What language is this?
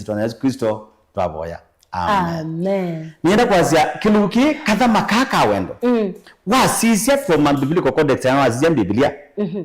Kamba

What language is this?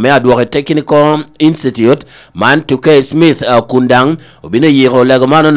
Lango (Uganda)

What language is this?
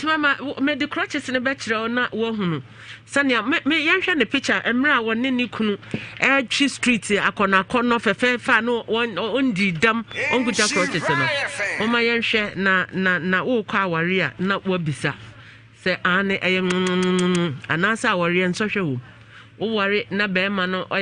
Akan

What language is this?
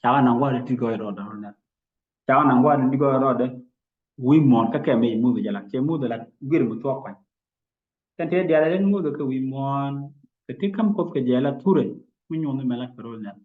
Nuer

